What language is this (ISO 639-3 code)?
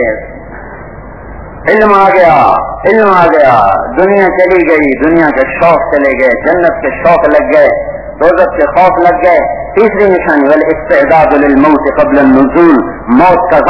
urd